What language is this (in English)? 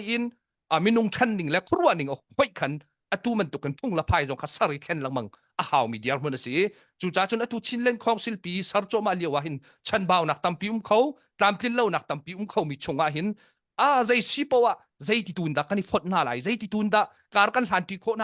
Hakha Chin